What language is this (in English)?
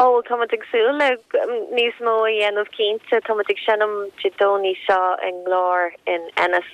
Irish